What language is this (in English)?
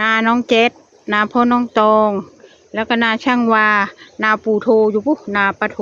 Northeastern Thai